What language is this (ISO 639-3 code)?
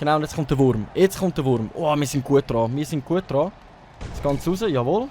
gsw